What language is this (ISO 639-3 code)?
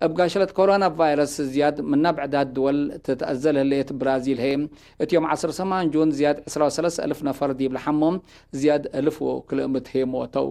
tig